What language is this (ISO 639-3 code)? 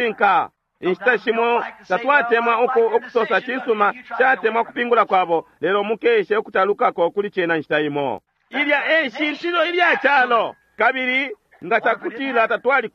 bem